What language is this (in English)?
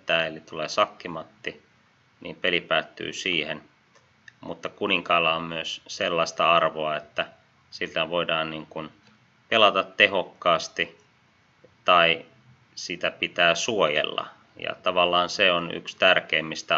Finnish